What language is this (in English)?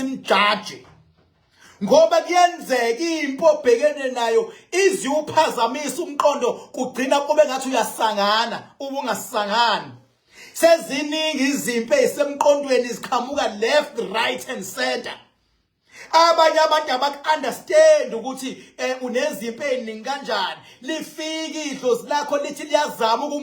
Zulu